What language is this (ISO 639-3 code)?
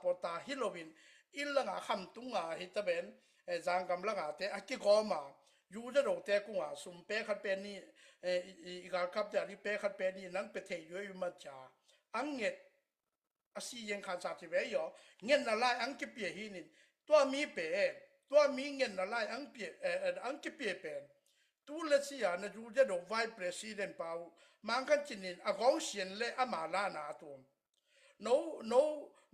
ctd